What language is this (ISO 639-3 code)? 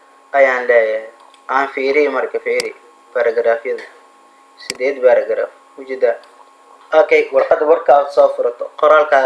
som